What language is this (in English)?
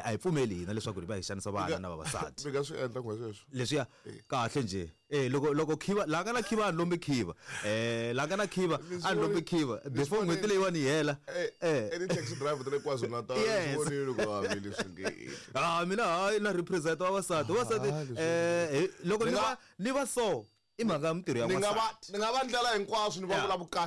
Tsonga